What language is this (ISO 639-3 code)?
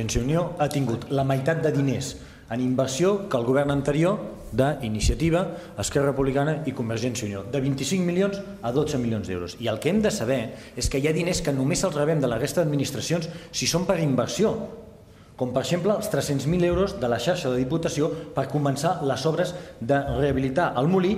cat